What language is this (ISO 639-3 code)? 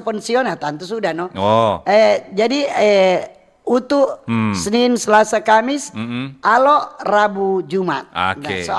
xmm